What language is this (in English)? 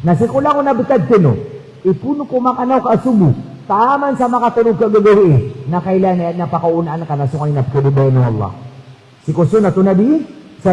Maranao